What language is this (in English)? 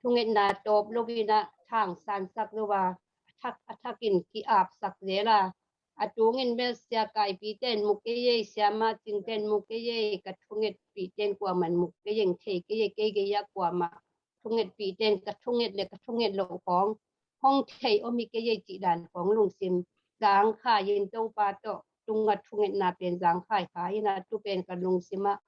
Tedim Chin